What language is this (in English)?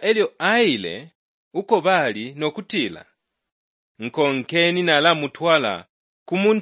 Bemba